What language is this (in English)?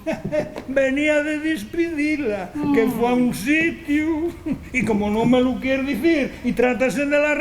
Asturian